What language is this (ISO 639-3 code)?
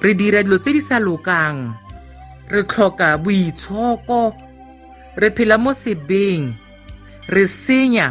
tsn